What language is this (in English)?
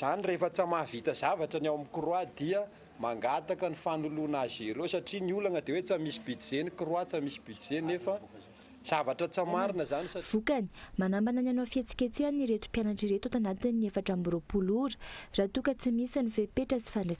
Malagasy